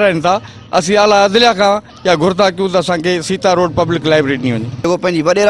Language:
Sindhi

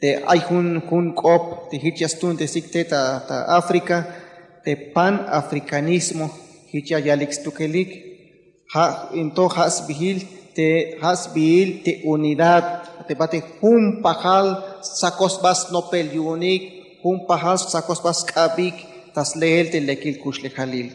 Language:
Tzeltal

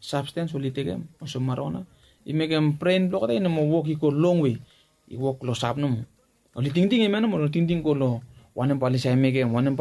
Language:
Bislama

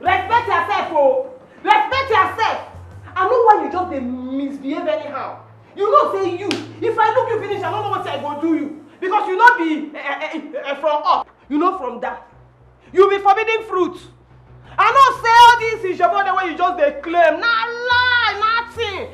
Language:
Nigerian Pidgin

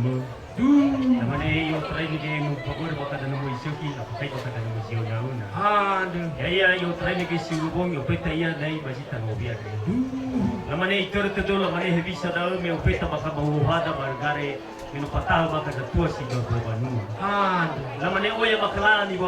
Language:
Nias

